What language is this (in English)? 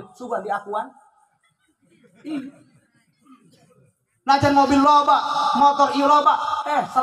Sundanese